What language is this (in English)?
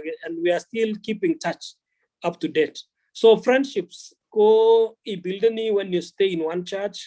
Kalenjin